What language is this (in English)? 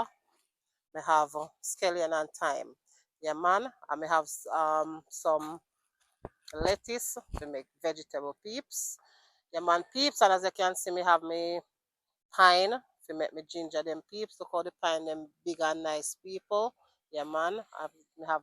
Jamaican Creole English